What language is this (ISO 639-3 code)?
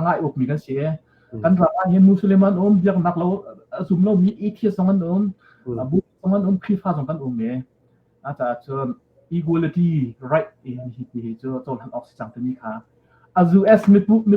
cnh